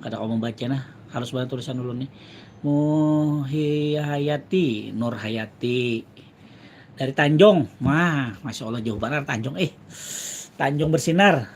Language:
Banjar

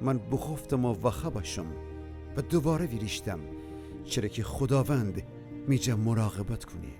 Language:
Gilaki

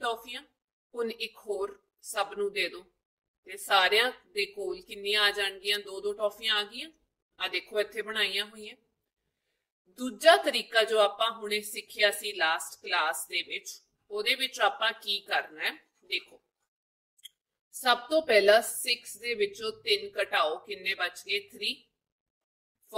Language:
Punjabi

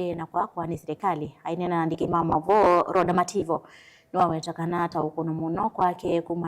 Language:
Kamba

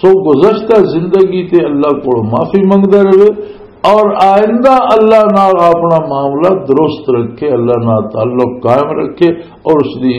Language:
Western Panjabi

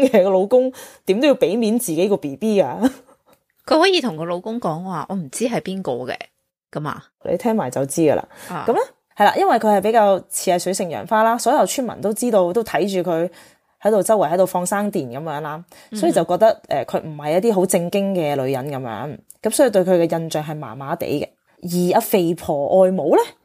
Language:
Cantonese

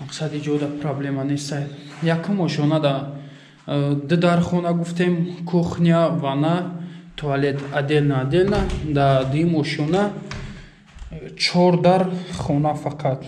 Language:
Tajik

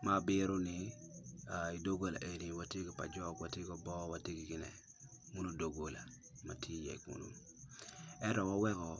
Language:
Acoli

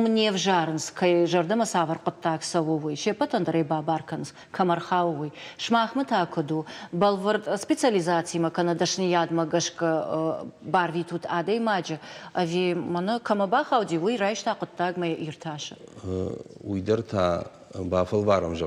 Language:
Ossetic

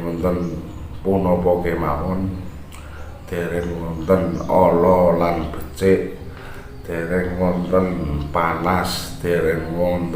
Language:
Javanese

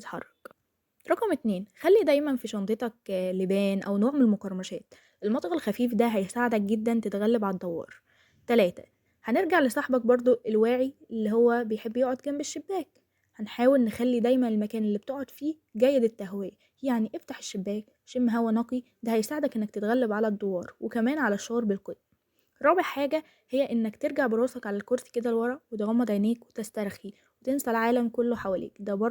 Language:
Egyptian Arabic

